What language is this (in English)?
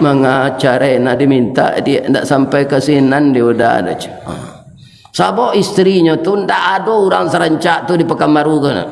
Minangkabau